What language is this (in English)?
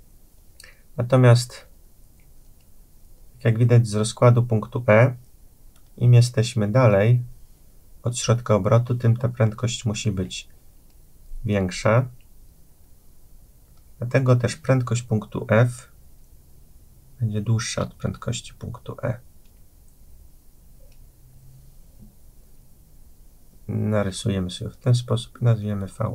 Polish